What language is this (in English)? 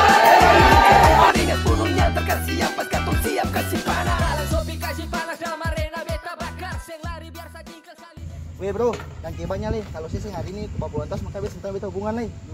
Ambonese Malay